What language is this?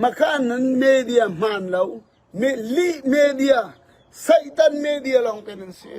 Falam Chin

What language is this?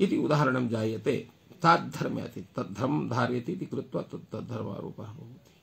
Sanskrit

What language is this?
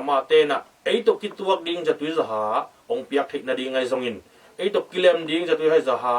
Tedim Chin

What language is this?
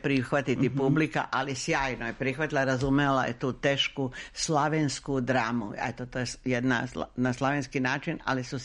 Serbian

